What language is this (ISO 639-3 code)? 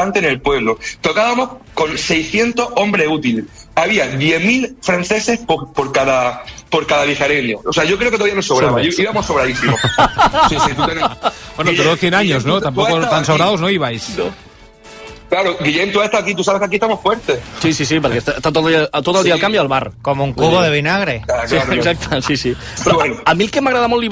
cat